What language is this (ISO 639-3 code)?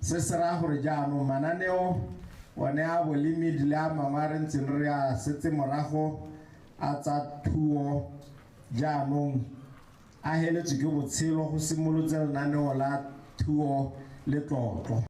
tsn